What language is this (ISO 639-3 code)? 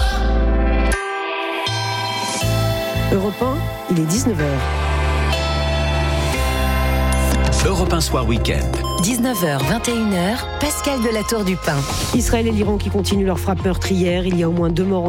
fra